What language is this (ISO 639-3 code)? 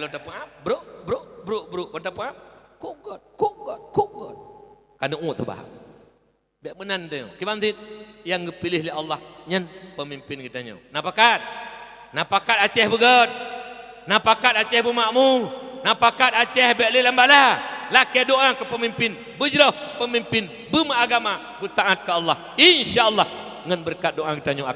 ace